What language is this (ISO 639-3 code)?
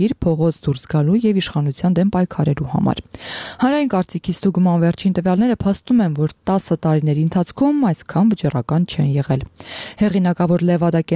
hye